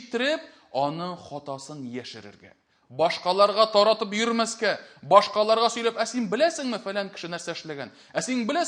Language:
Tatar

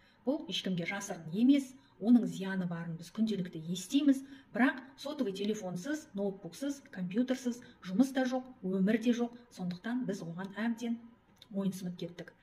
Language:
Kazakh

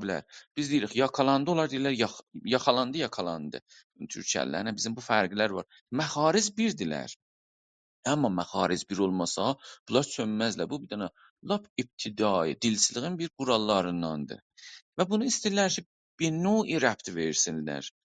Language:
South Azerbaijani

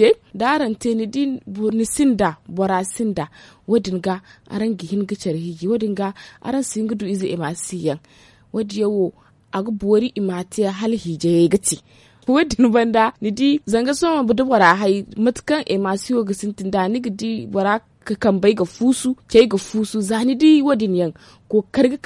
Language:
Zarma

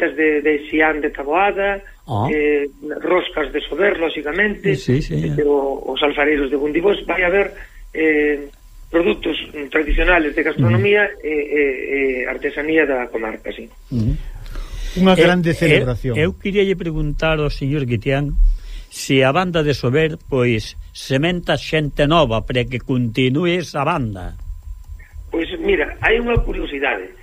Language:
Galician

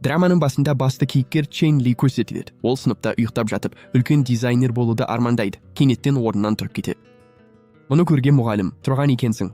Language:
Kazakh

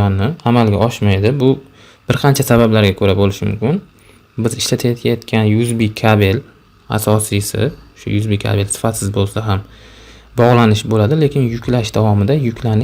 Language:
Uzbek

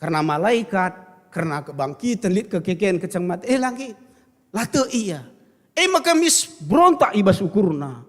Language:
Batak Karo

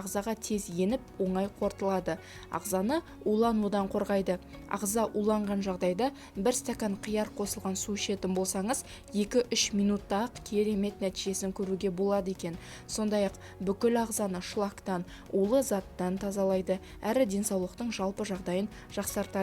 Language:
Kazakh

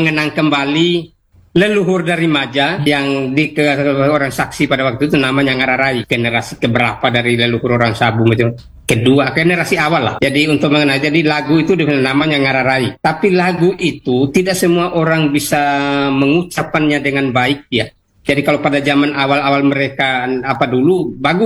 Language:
Indonesian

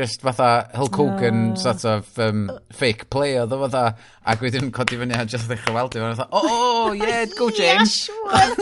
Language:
Welsh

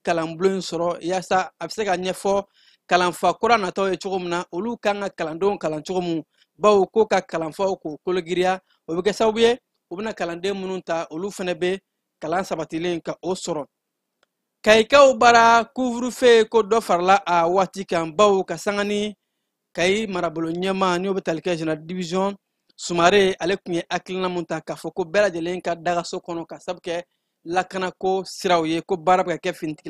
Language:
Bambara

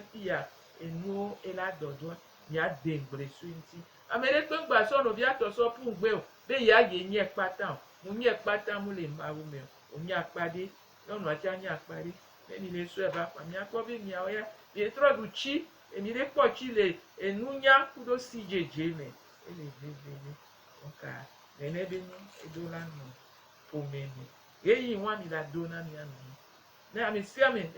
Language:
Gen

